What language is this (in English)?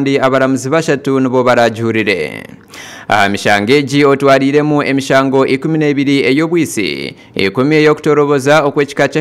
Nyankole